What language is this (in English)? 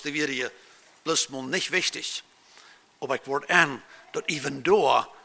Plautdietsch